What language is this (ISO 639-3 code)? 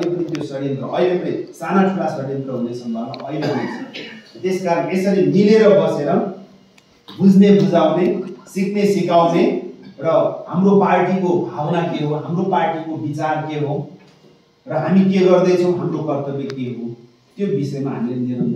nep